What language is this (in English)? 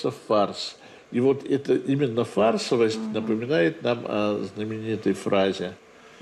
Russian